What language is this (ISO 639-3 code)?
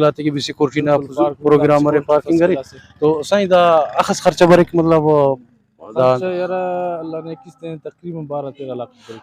brh